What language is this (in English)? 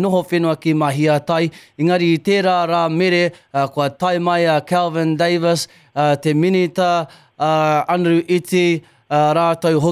Māori